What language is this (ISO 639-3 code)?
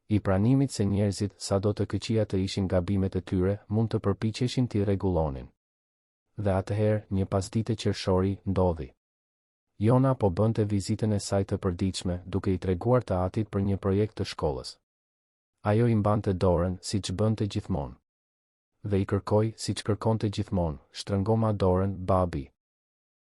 sqi